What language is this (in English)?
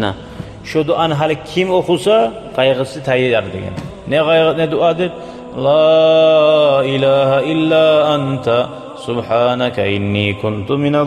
Kumyk